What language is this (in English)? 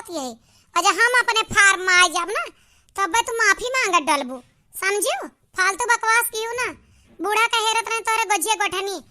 Awadhi